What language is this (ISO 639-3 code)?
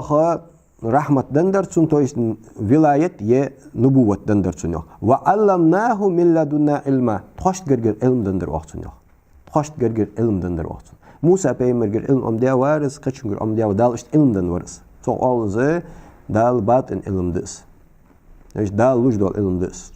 inh